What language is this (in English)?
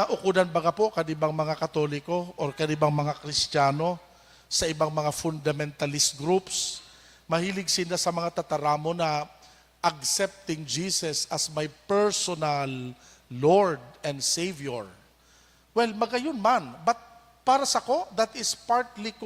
Bikol